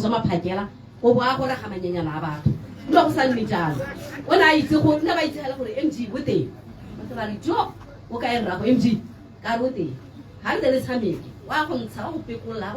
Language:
Tswana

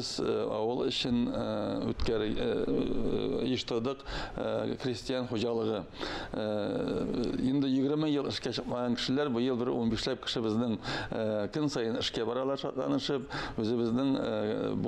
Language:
Tatar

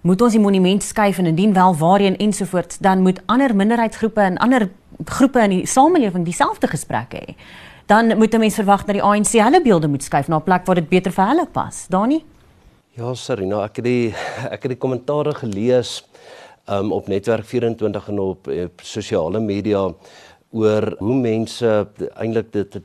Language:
Afrikaans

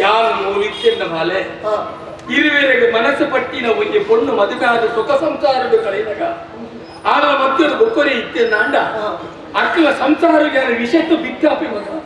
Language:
Tulu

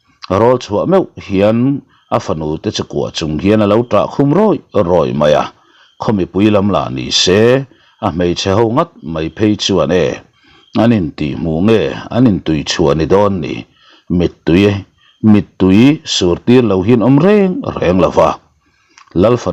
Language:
Mizo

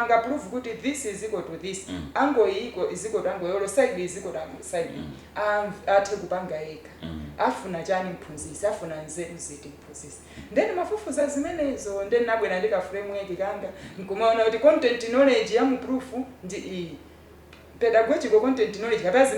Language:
Nyanja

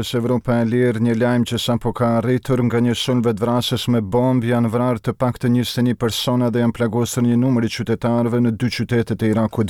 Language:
Albanian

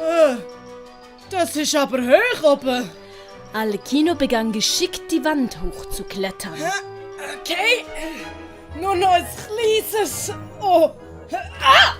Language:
Swiss German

